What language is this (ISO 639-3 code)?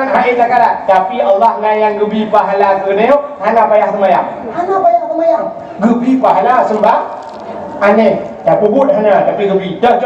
ace